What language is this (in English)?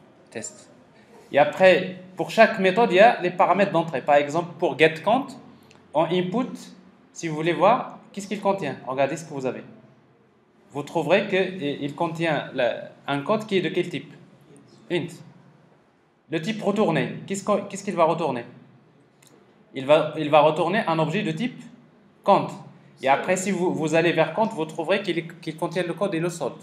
French